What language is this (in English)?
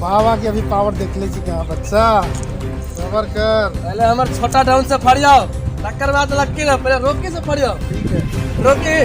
Maithili